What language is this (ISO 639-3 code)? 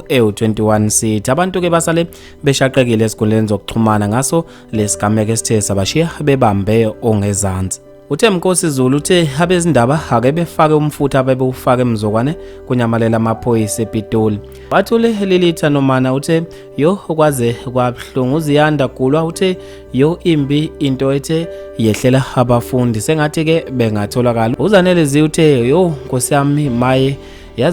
zul